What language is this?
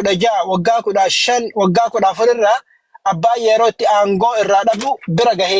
Oromo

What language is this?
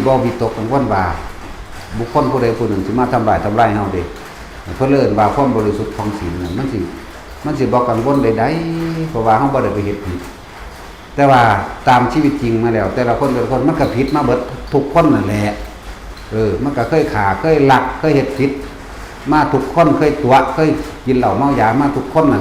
Lao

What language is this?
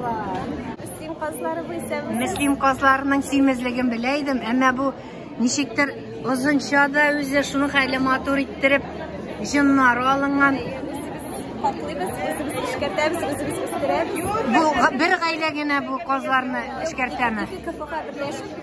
Tatar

